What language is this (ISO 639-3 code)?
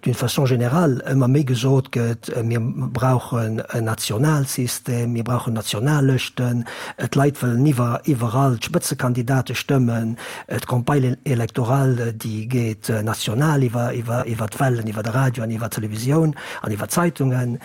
ltz